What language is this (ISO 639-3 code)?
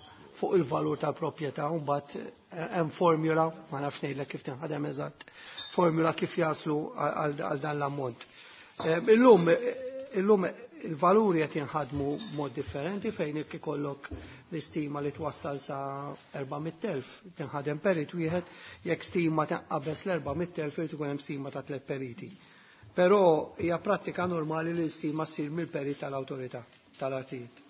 mlt